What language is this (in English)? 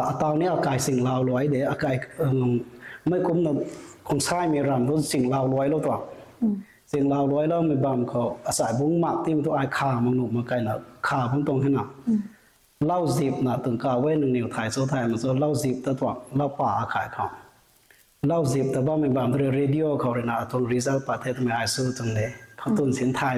Rongmei Naga